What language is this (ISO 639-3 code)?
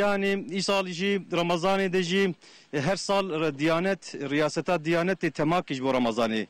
kur